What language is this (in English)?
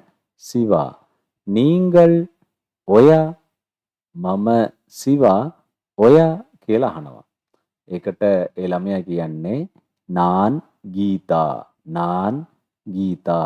Sinhala